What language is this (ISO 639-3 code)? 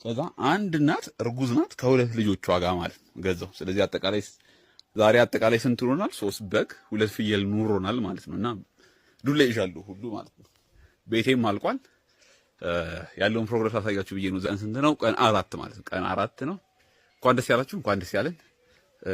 amh